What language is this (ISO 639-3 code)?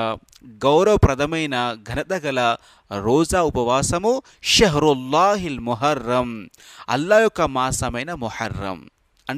tel